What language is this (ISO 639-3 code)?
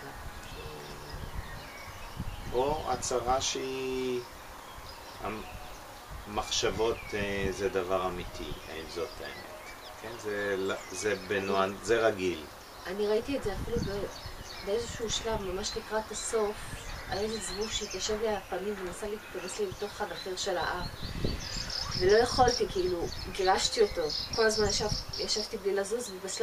heb